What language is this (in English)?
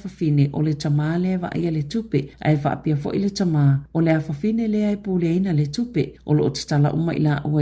Samoan